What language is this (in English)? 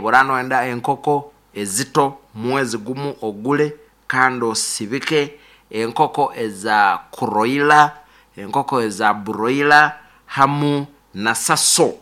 Nyankole